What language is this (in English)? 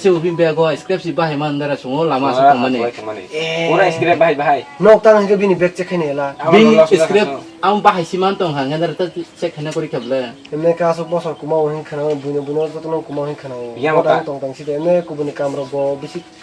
Kok Borok